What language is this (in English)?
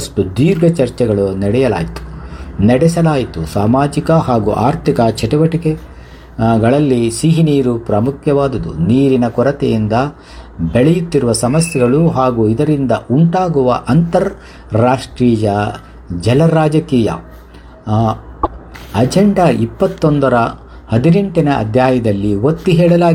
Kannada